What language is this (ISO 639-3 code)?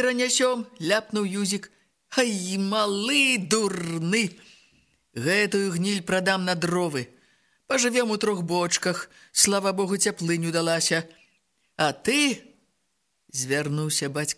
bel